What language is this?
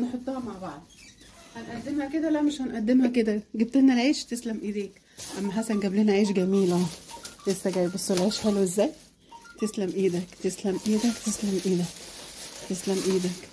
Egyptian Arabic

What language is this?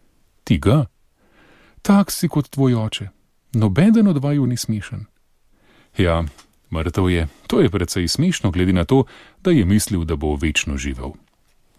Slovenian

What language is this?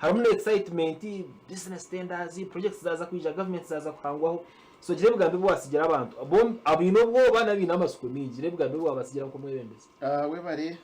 Nyankole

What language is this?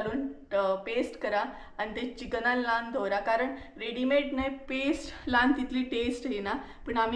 Konkani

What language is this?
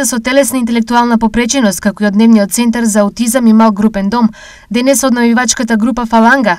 Macedonian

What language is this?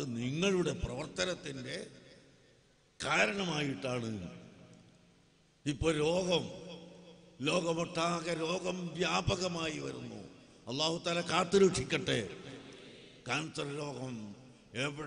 Malayalam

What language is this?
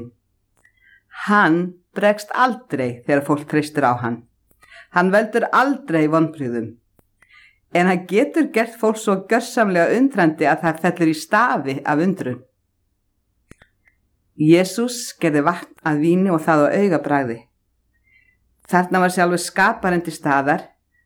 Icelandic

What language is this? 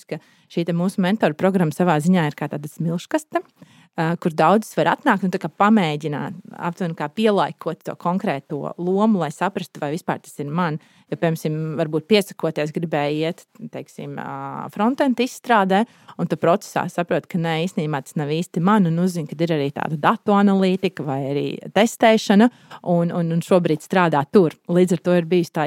Latvian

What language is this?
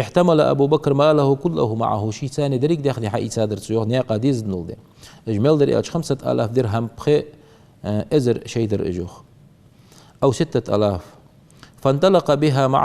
Ingush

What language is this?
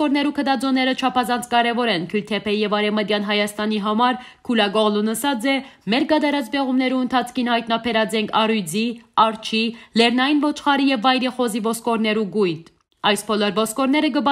Western Armenian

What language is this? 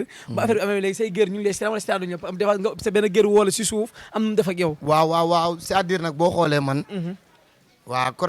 Wolof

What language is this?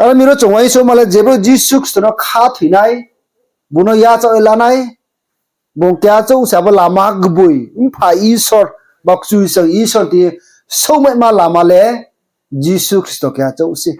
Riang (India)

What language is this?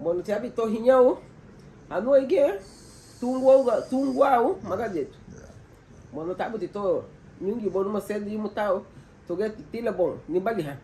Garifuna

